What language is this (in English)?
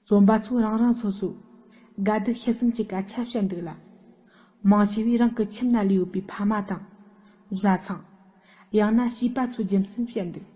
Tibetan